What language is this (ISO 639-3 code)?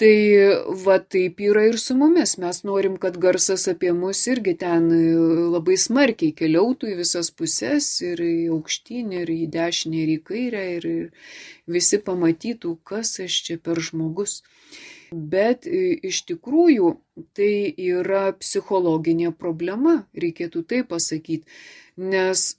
lit